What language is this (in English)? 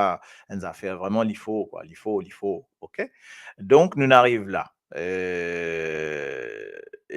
Morisyen